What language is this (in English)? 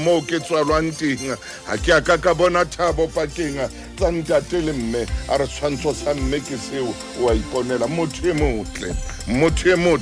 Southern Sotho